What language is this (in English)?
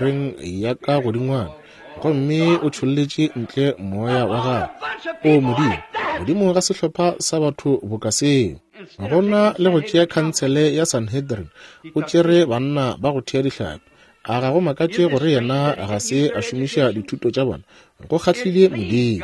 Northern Sotho